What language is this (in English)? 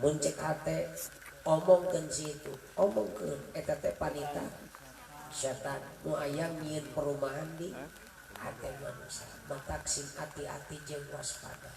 Sundanese